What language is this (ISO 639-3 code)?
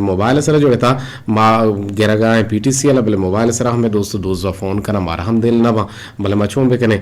bgp